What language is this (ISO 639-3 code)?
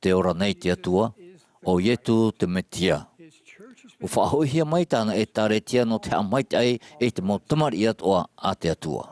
tah